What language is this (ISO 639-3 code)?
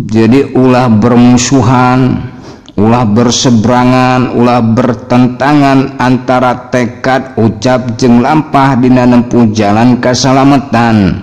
sun